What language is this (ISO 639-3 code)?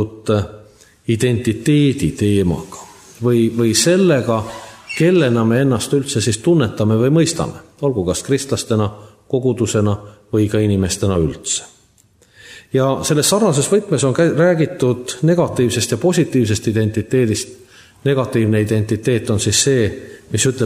est